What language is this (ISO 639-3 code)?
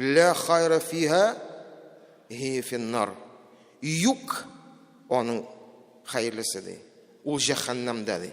tat